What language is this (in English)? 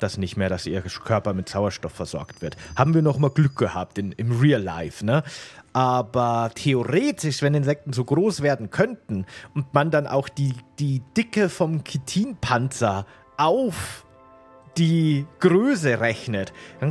German